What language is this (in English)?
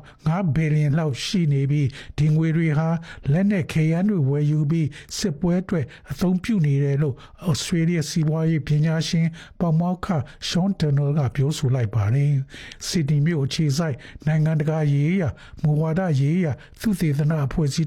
Burmese